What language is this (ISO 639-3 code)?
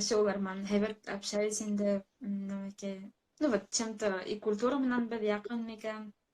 bak